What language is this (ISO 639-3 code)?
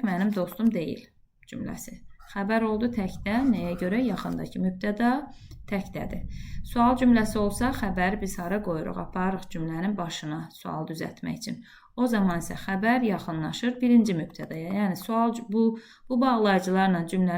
aze